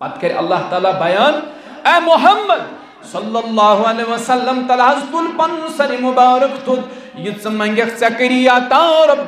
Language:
Kashmiri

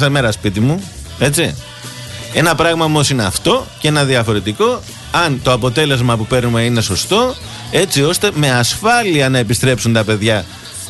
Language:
Greek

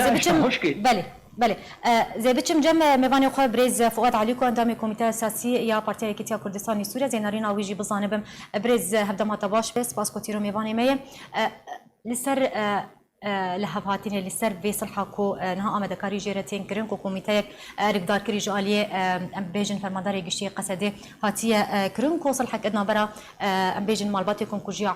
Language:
Kurdish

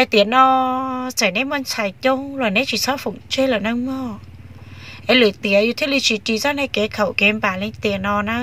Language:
Hmong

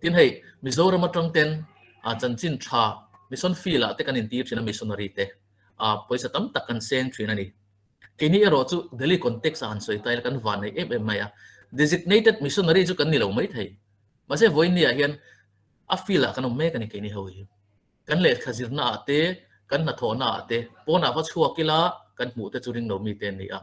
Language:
Mizo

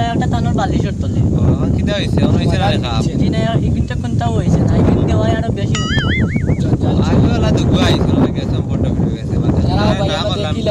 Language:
Sylheti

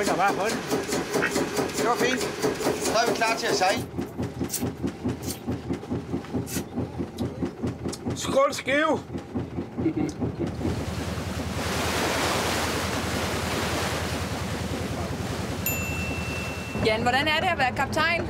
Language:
Danish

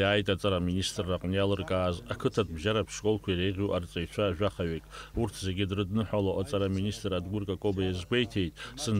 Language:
Abkhazian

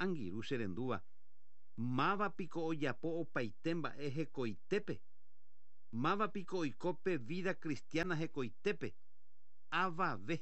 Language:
Guarani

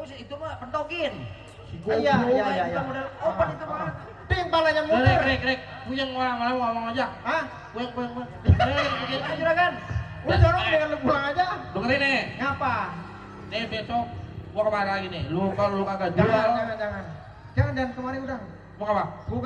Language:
Betawi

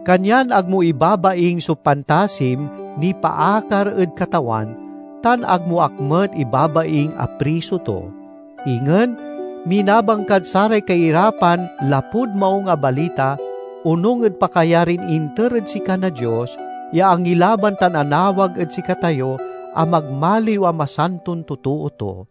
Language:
Pangasinan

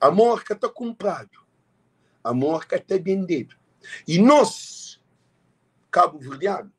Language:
Kabuverdianu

